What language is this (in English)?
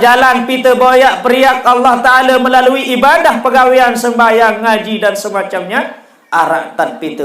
Sasak